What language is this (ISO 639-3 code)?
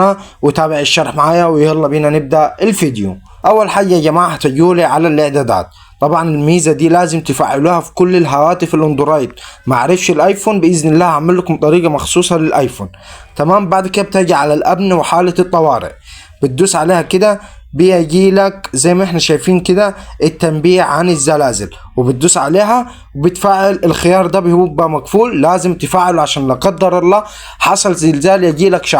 arz